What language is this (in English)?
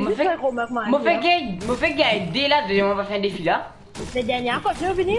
Morisyen